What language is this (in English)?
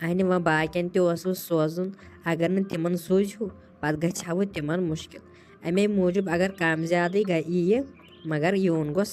Kashmiri